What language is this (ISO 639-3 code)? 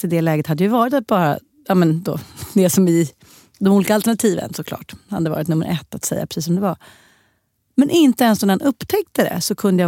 swe